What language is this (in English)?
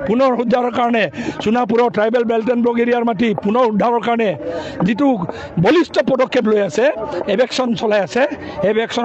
Assamese